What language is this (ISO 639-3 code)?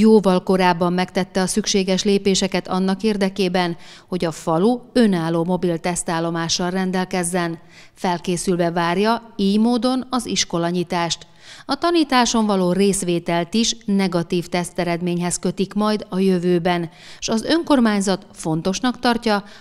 hun